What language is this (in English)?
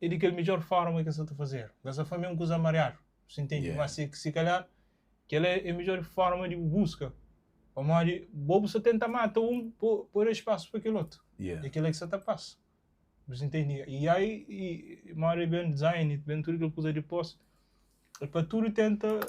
Kabuverdianu